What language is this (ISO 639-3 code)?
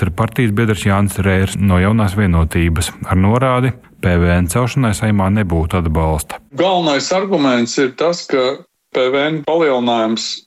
lav